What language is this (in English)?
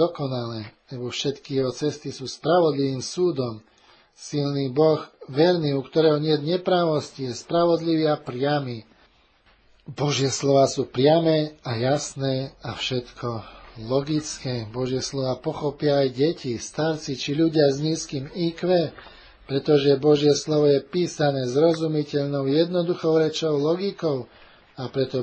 Slovak